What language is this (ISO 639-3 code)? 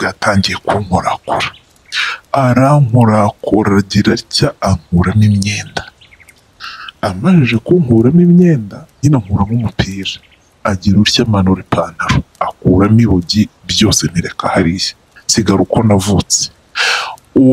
kin